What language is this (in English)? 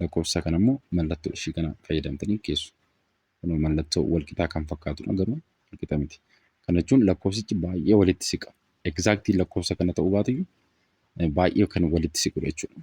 Oromo